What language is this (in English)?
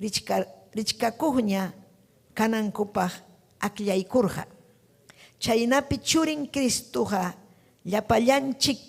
Ayacucho Quechua